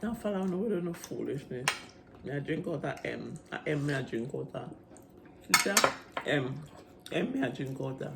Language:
Jamaican Creole English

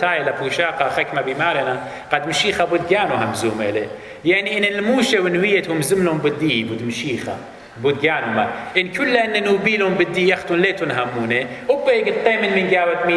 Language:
Assyrian Neo-Aramaic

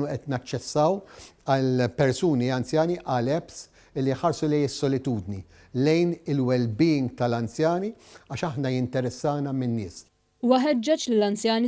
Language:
Maltese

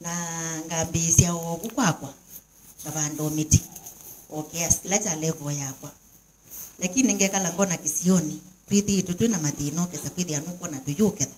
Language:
Kamba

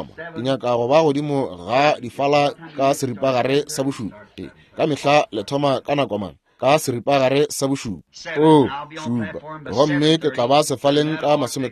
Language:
Northern Sotho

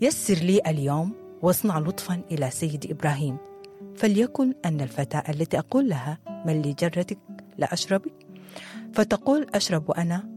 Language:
Sudanese Arabic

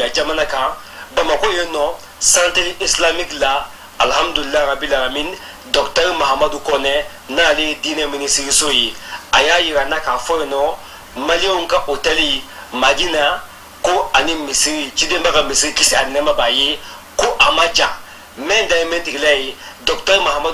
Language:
Bambara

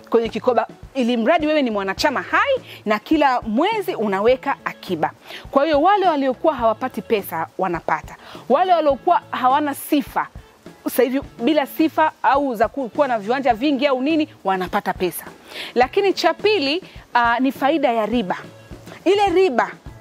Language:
Swahili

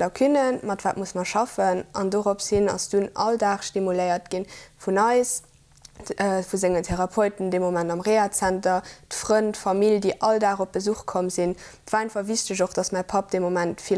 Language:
Luxembourgish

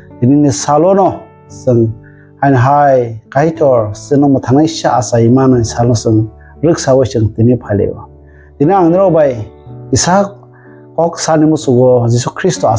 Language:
Kok Borok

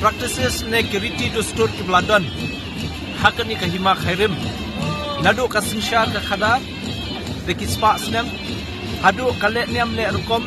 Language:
Khasi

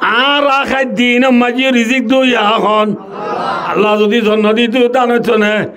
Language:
Rohingya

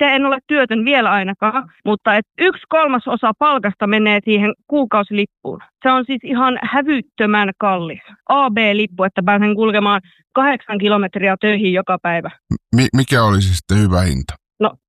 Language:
Finnish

